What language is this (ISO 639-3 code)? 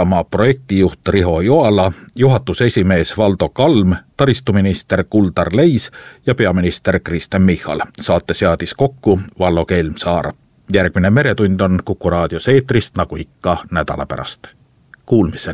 est